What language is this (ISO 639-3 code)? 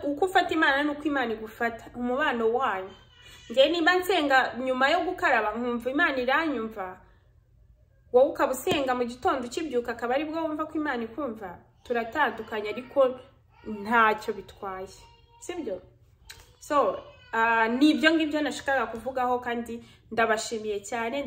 kin